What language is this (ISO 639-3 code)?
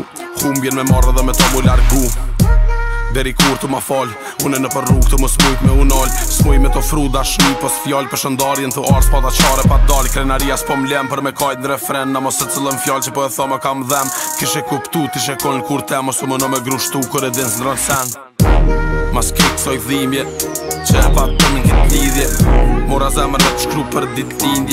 aln